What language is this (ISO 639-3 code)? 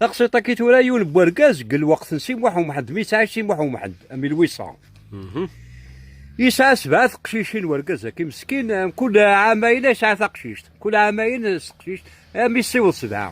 kab